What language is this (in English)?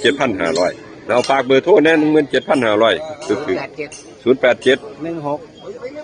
Northeastern Thai